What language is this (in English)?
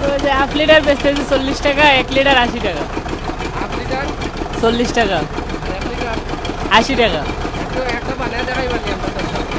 Sylheti